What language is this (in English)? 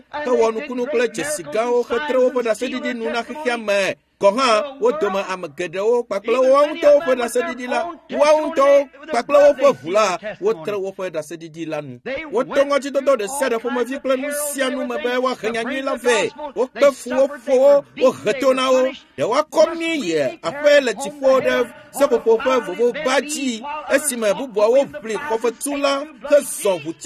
Ewe